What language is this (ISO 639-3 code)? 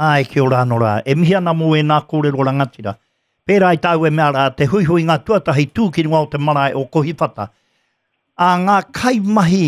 mri